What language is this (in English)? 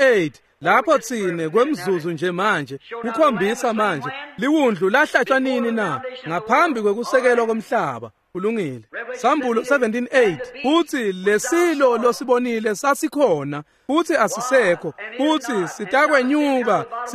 Swati